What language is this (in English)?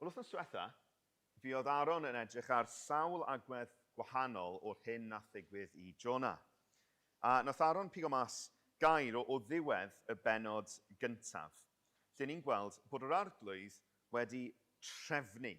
Welsh